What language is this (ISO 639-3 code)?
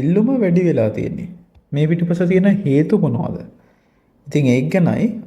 sin